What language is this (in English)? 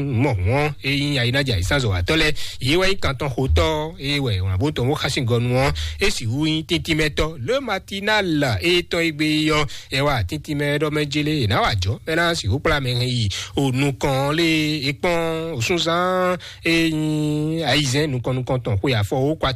Fon